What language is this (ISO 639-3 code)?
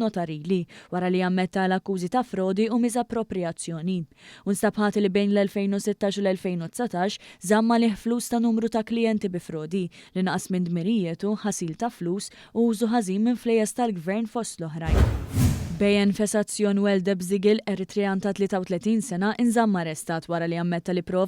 mlt